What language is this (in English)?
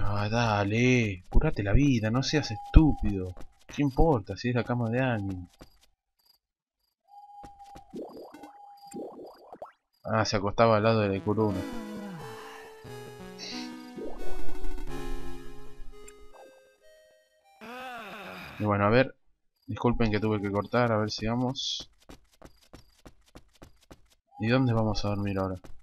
Spanish